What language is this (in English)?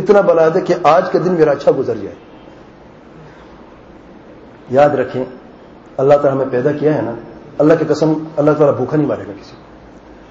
Urdu